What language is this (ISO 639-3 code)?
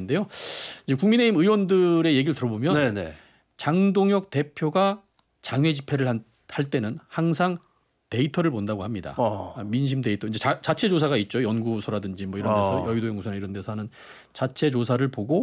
kor